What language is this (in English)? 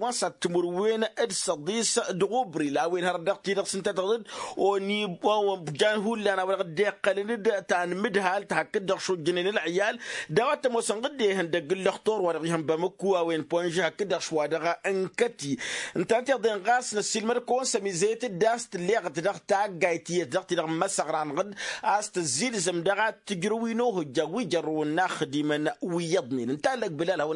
Tamasheq